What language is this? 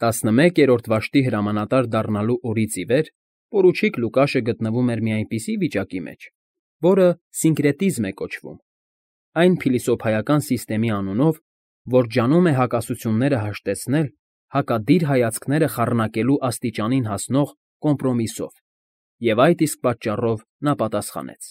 Armenian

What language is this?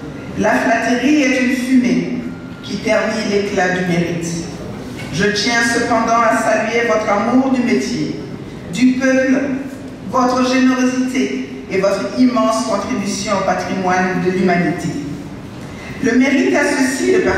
French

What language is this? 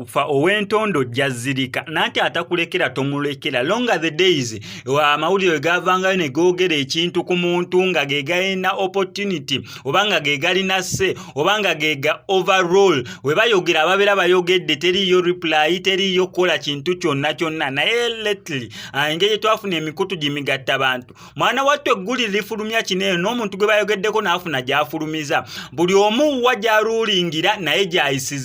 Ganda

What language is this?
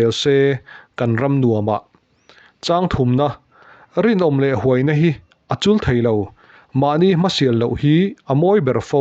Mizo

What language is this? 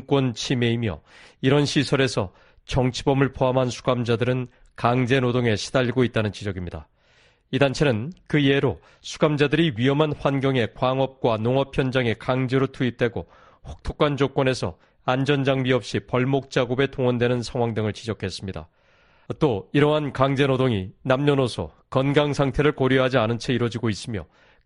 Korean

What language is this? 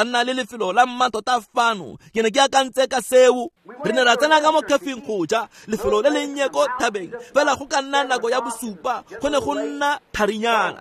Tswana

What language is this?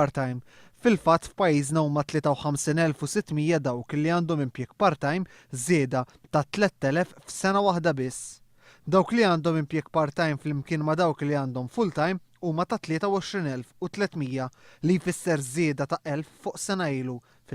Maltese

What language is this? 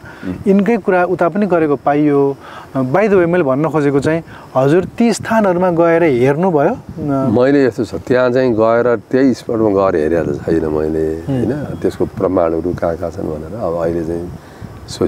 Nepali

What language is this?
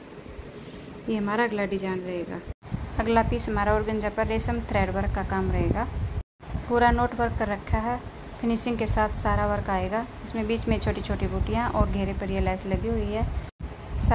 Hindi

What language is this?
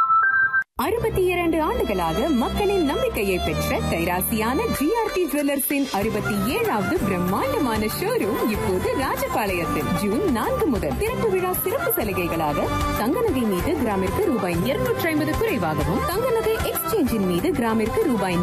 Tamil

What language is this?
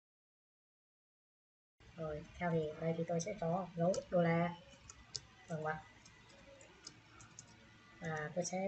Vietnamese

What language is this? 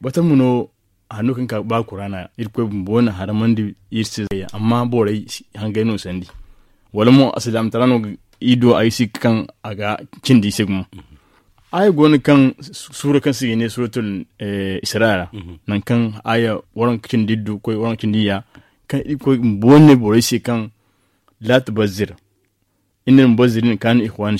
Zarma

